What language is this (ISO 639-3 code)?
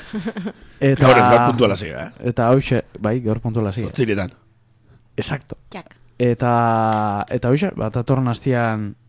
eus